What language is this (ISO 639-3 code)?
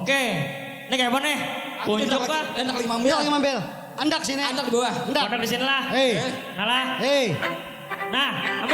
bjn